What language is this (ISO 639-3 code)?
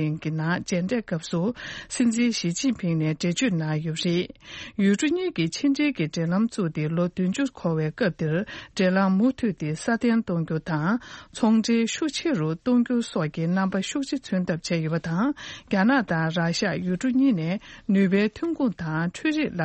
bod